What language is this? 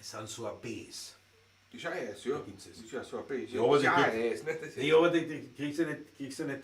Bavarian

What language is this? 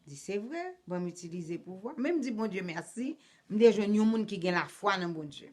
Haitian Creole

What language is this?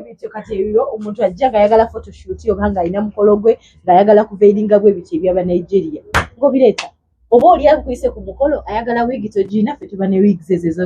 Ganda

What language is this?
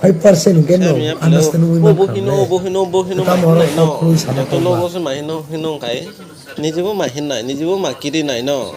Kok Borok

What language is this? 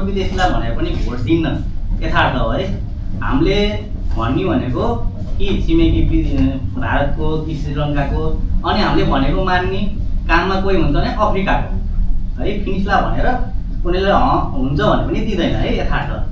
Nepali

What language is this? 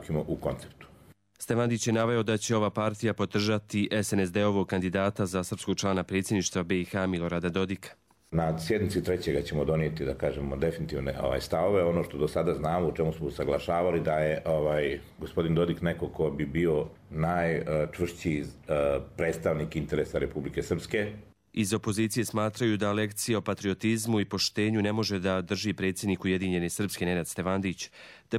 Bosnian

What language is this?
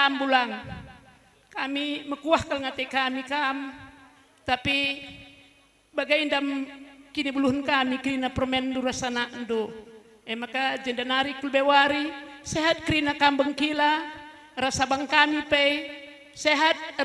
Batak Karo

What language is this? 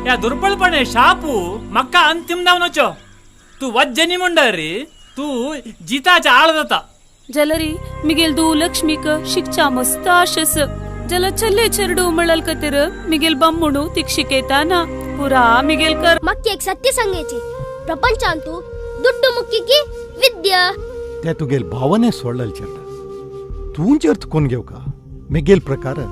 Konkani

